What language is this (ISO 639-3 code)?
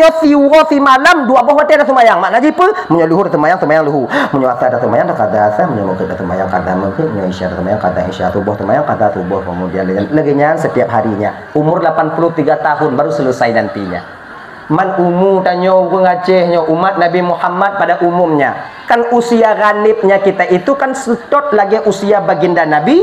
ace